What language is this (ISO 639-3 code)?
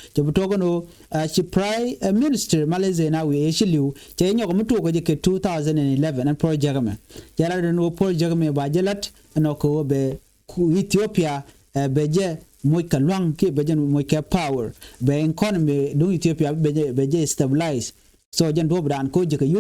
nus